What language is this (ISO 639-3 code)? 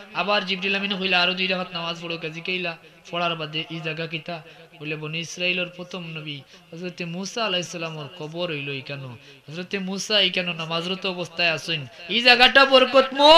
syl